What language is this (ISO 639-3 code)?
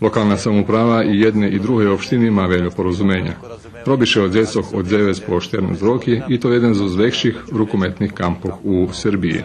rue